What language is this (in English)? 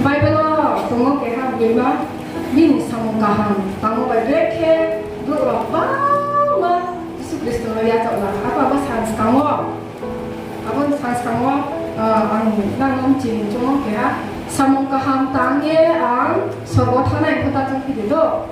Riang (India)